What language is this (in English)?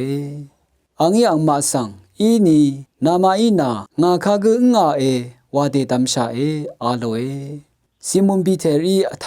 Rawang